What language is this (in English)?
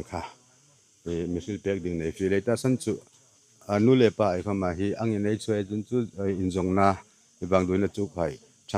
Hmar